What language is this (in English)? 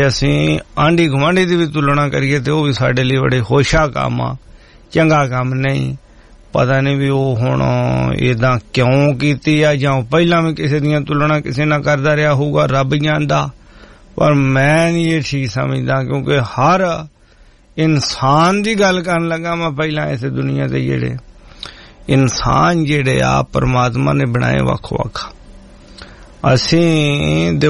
Punjabi